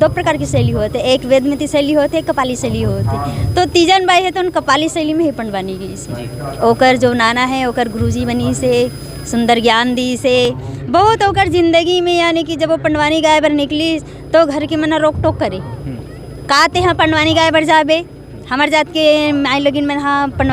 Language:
Chhattisgarhi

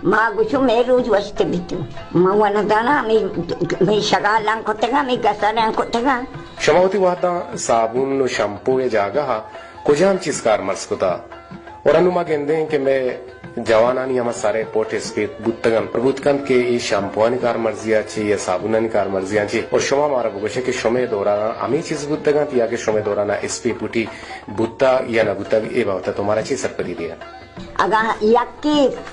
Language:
Baluchi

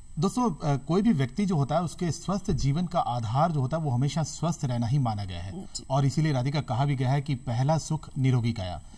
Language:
Hindi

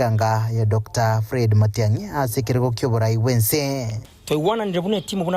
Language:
Gusii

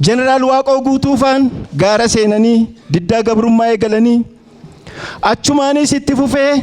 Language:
Oromo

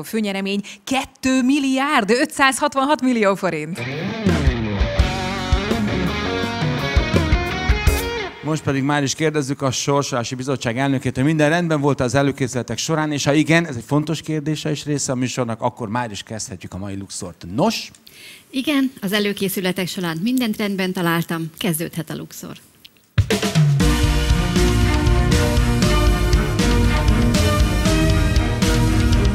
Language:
Hungarian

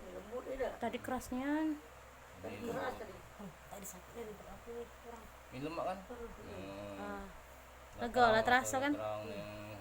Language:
Musi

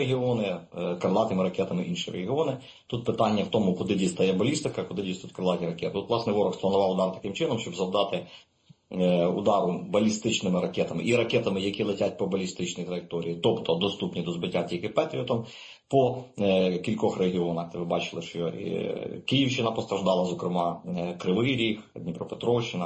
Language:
Ukrainian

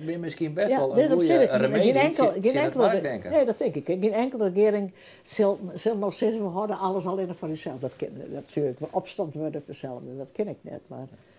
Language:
Western Frisian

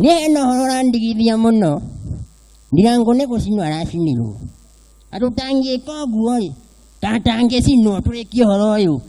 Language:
Kikuyu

